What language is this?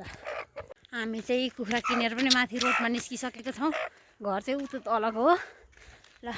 Nepali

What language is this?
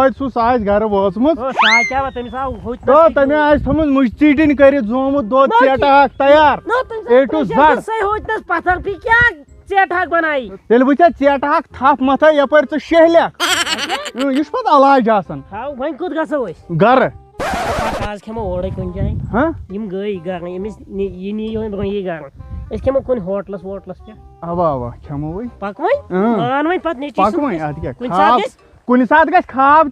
Kashmiri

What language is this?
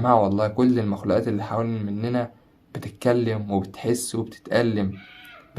Egyptian Arabic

